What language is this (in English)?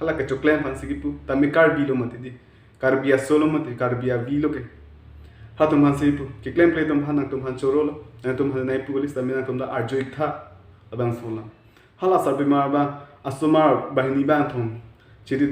Karbi